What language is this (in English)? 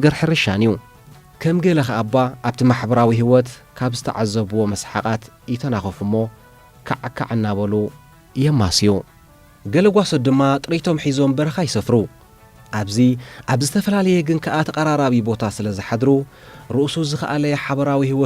Tigrinya